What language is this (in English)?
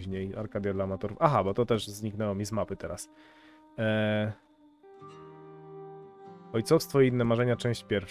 Polish